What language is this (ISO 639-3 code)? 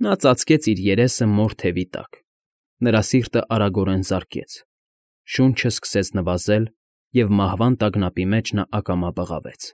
hye